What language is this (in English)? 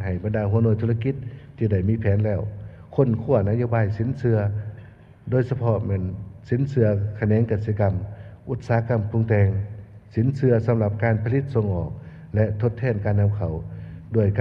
Lao